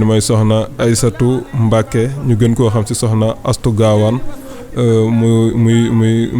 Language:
Wolof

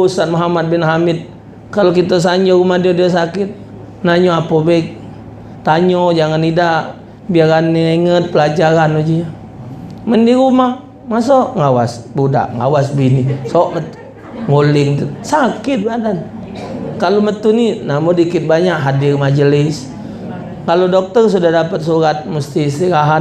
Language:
Musi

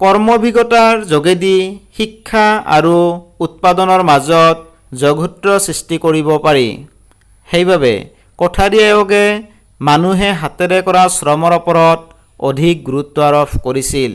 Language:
Assamese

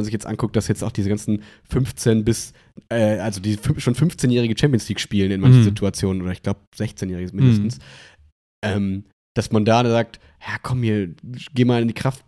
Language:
German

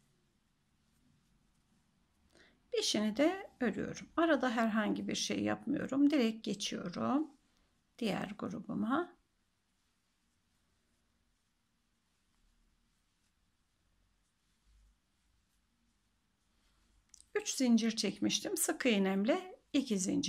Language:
Turkish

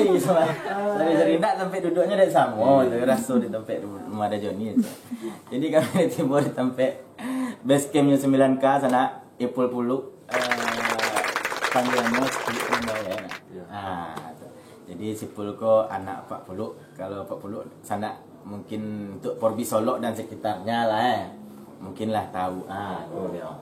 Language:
Minangkabau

